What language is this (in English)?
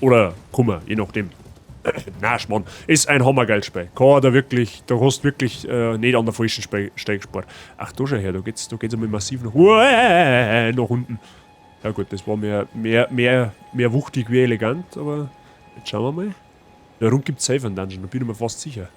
Bavarian